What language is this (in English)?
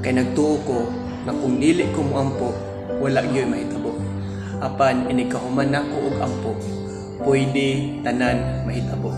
Cebuano